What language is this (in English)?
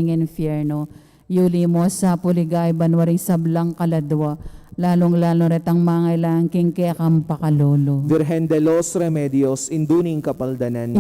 Pampanga